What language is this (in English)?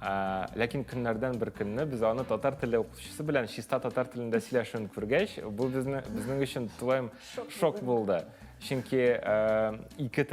Tatar